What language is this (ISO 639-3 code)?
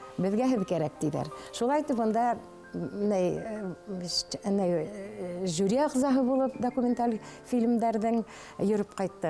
bak